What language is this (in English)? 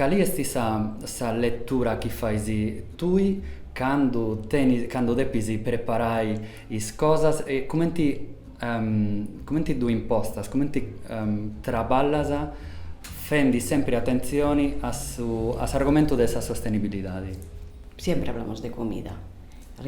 Sardinian